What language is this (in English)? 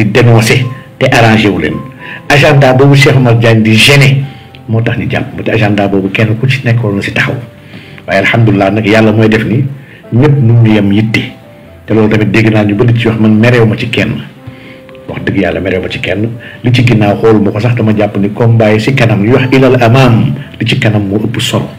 Wolof